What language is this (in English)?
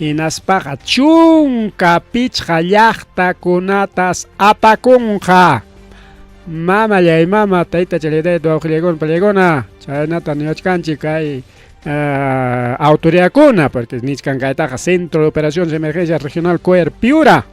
Ayacucho Quechua